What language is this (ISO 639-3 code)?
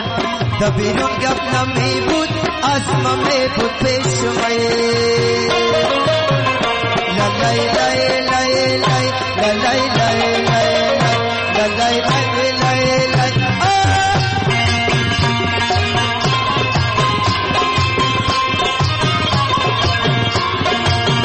fas